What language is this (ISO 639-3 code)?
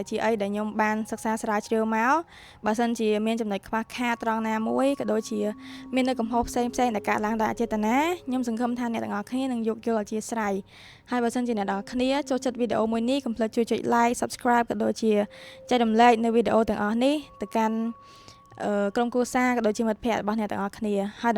khm